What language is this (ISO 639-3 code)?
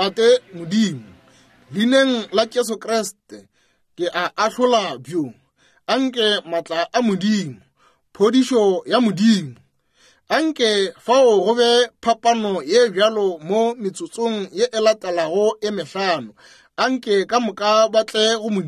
nso